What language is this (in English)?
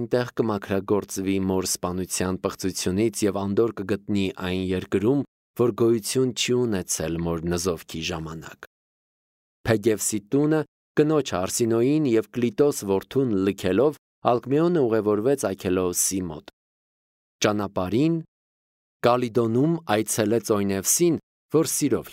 Armenian